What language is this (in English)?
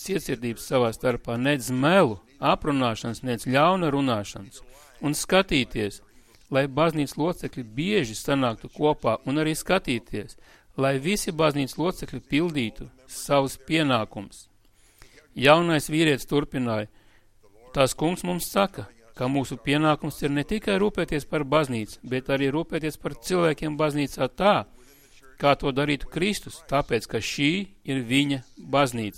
Latvian